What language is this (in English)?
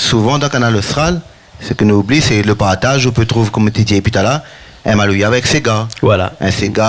Réunion Creole French